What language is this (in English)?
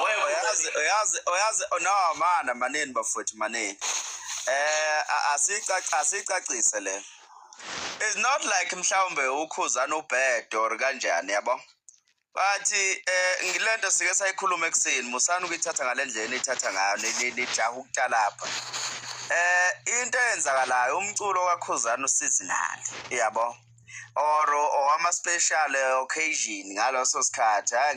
Zulu